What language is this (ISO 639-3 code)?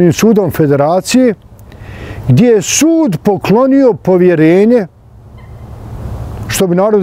bos